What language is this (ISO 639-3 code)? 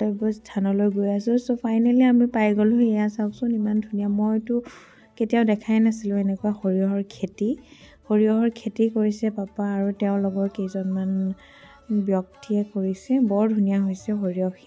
asm